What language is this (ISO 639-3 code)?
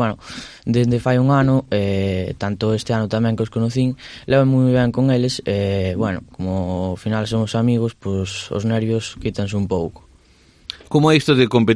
glg